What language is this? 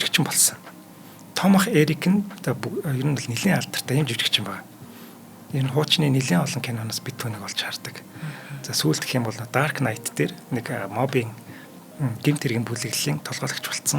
Mongolian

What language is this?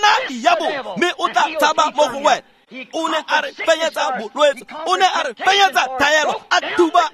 Tswana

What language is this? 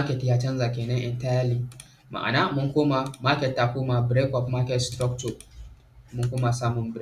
Hausa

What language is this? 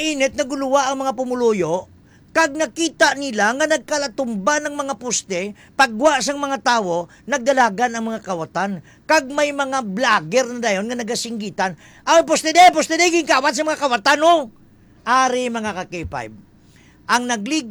Hiligaynon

